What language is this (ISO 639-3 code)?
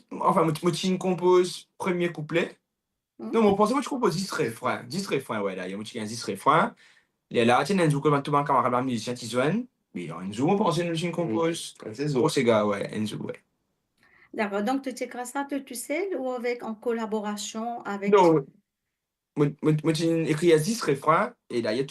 mfe